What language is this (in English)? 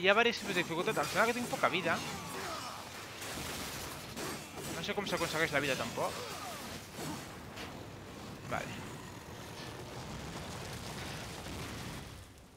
Catalan